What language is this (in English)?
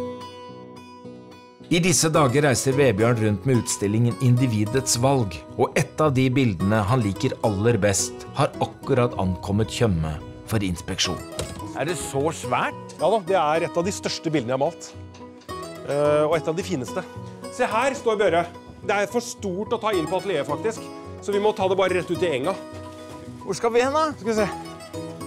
Norwegian